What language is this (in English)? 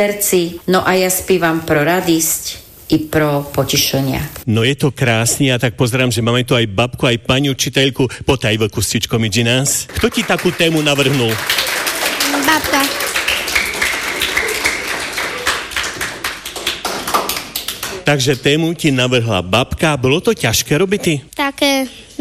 Slovak